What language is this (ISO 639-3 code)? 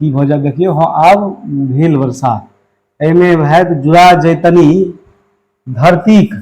mai